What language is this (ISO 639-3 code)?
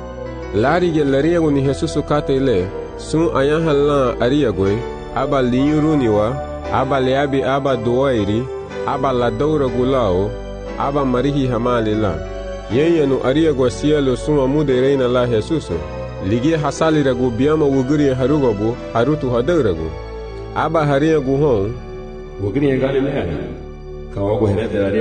cab